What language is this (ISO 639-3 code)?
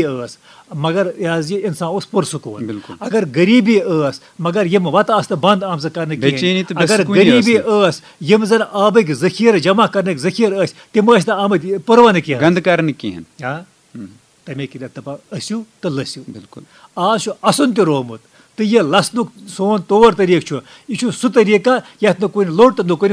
kas